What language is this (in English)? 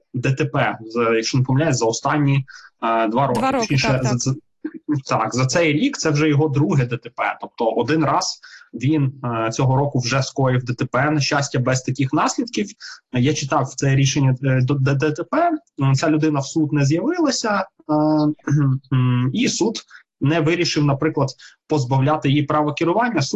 Ukrainian